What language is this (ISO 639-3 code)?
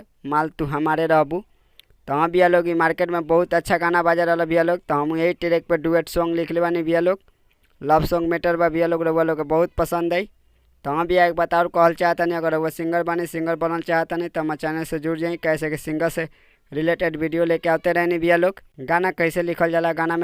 bho